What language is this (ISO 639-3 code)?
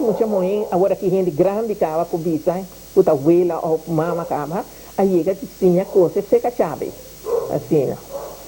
pap